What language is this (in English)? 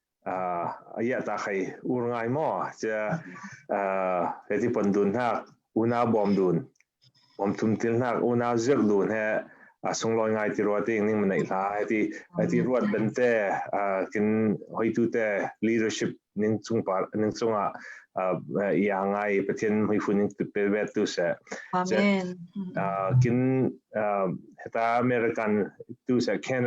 Falam Chin